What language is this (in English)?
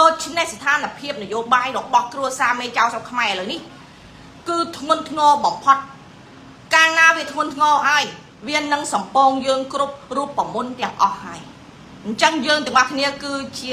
Khmer